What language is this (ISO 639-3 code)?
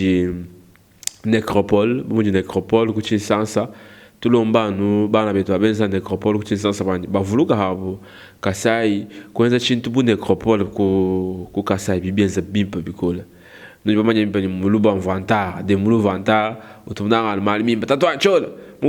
lua